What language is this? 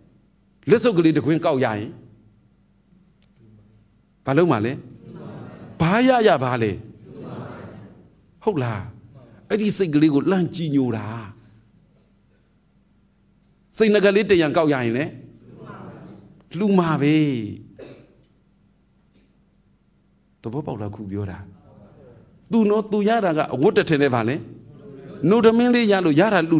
Burmese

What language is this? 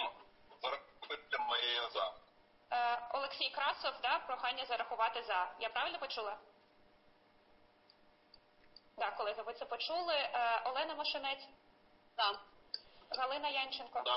Ukrainian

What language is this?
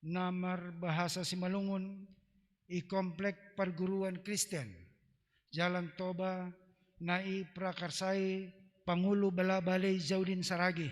Batak Simalungun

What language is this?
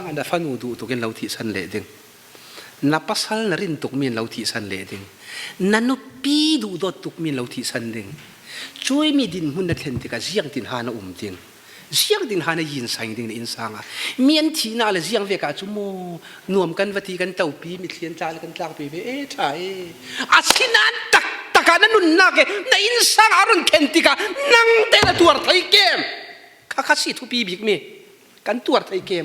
Falam Chin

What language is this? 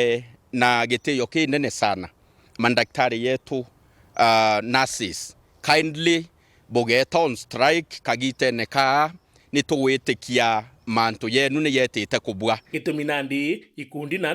Meru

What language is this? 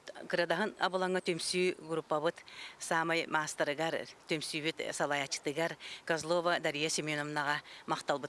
Yakut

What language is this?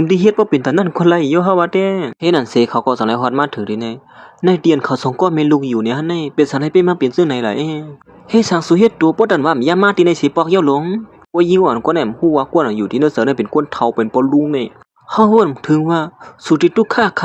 Shan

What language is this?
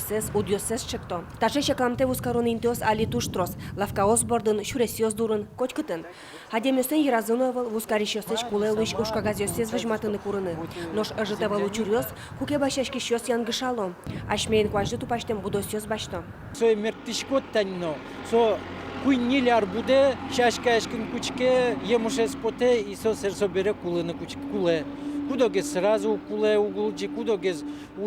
Udmurt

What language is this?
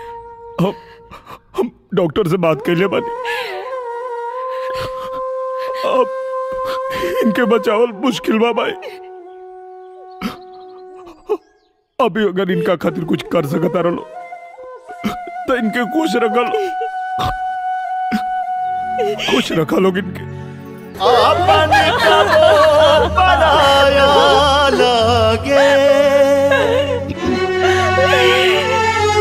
Bhojpuri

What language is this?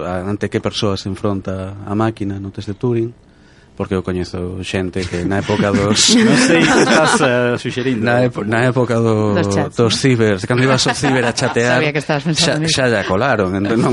Galician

